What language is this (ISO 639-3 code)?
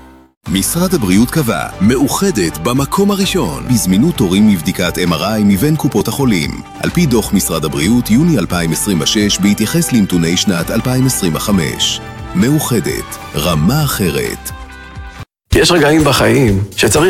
heb